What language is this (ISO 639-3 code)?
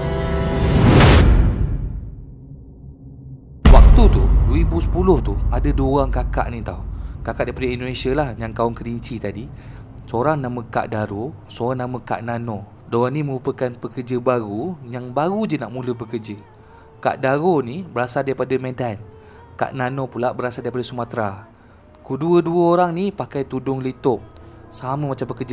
msa